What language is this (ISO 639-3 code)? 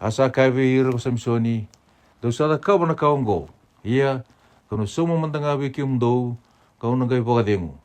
fij